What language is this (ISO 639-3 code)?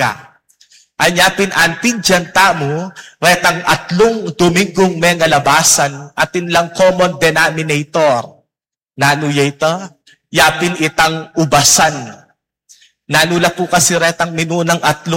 pam